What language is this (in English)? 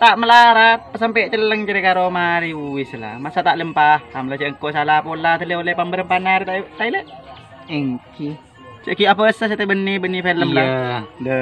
Madurese